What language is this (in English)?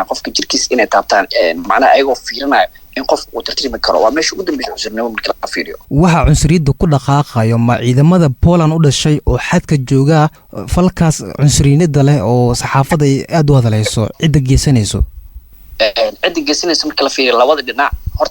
Somali